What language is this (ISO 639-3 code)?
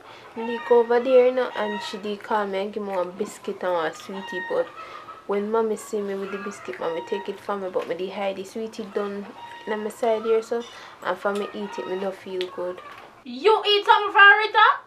jam